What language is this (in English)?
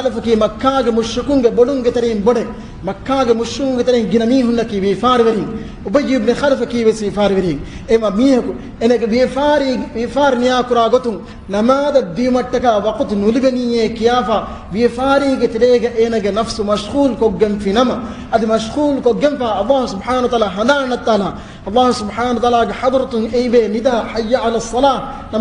Divehi